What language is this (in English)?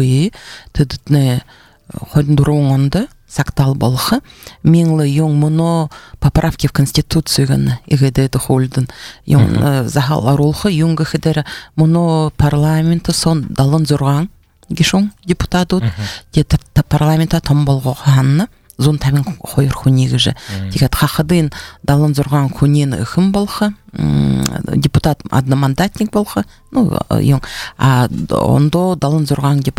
Buriat